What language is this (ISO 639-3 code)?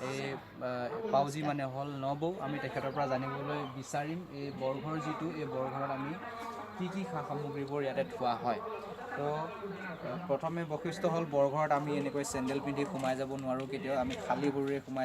asm